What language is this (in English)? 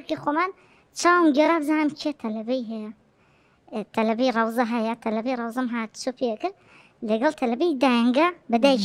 Central Kurdish